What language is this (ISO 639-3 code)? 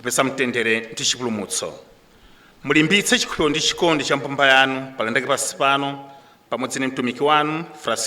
nya